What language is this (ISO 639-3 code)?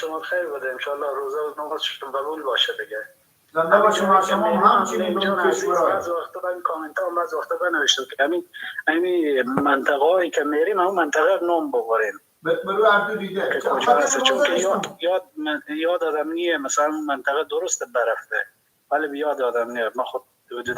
fas